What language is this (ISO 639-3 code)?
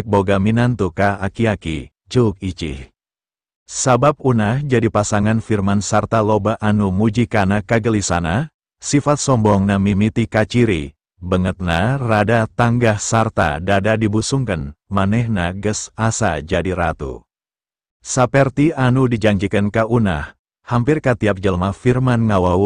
sun